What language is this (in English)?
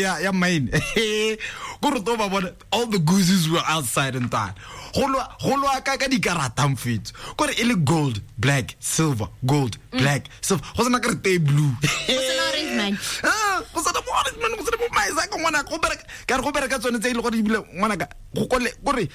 Tswana